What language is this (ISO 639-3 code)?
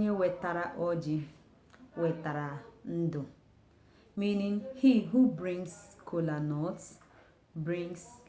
ibo